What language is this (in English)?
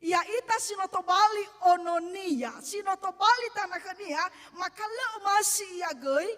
Nias